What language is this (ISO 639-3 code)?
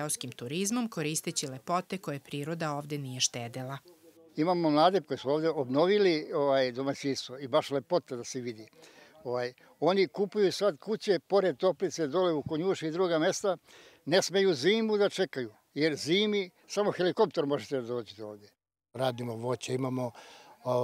srp